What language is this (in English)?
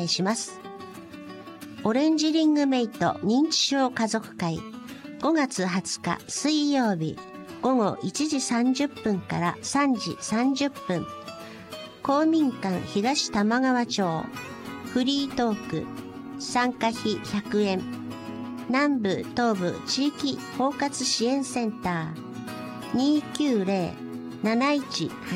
Japanese